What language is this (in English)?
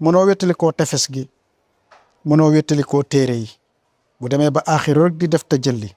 Wolof